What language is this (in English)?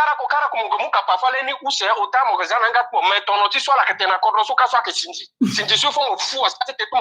Sango